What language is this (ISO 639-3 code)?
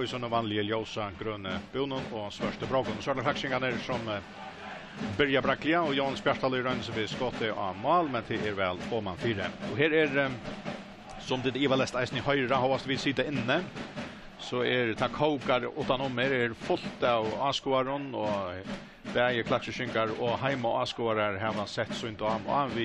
fao